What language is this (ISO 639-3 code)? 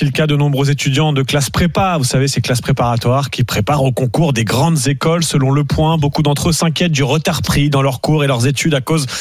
fra